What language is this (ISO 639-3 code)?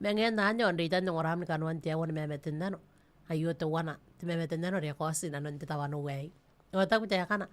gil